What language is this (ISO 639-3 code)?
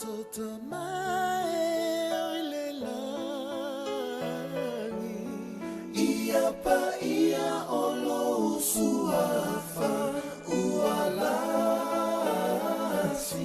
smo